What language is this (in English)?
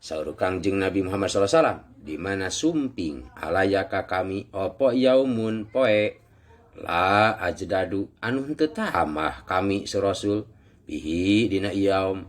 Sundanese